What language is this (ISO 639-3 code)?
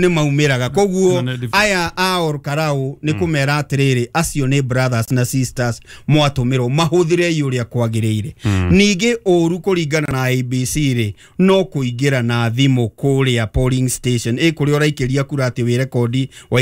kik